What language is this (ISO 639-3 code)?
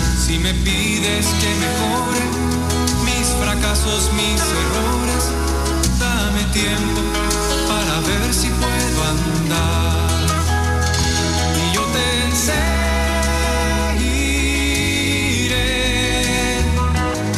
spa